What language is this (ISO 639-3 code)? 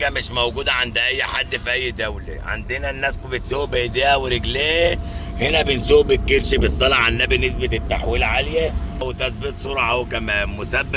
arz